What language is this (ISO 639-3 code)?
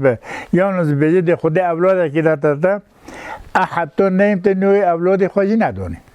kur